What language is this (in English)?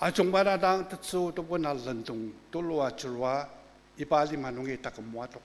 Ao Naga